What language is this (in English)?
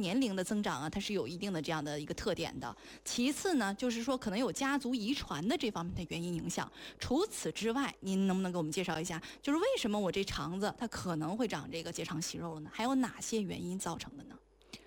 Chinese